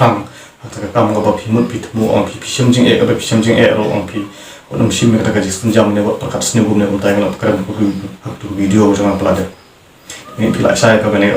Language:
Khasi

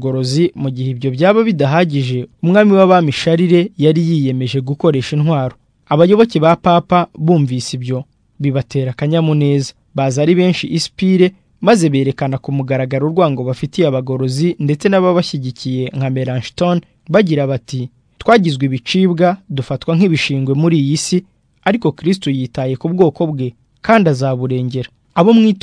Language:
Kinyarwanda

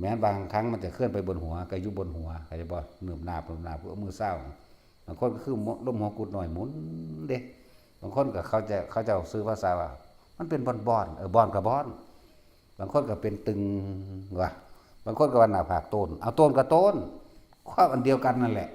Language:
Northeastern Thai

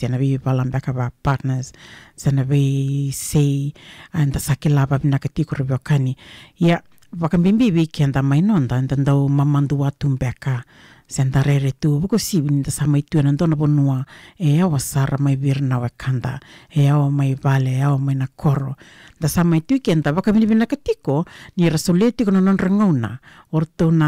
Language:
Fijian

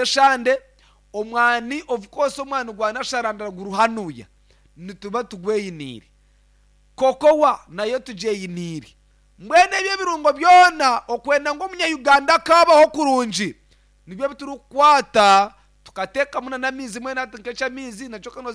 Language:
Nyankole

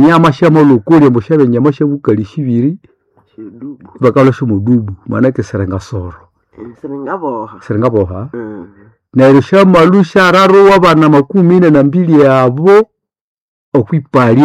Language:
Nande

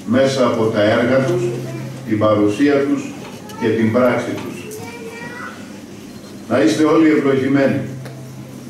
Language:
Greek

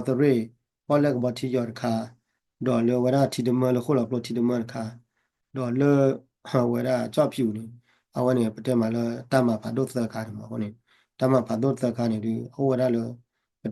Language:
S'gaw Karen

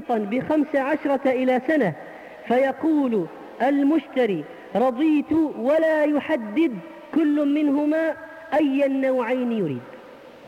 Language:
Arabic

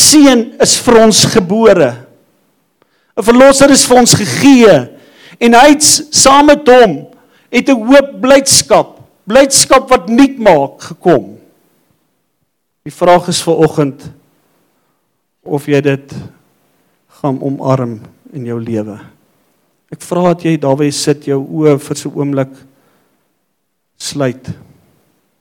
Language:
Afrikaans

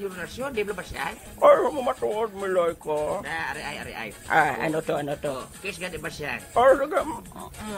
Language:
Hiligaynon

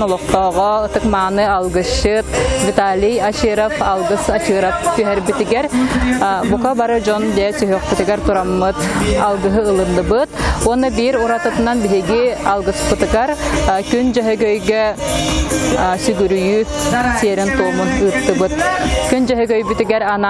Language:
Yakut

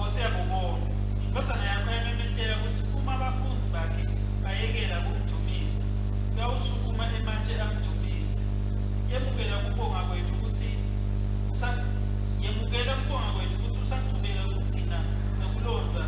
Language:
Swati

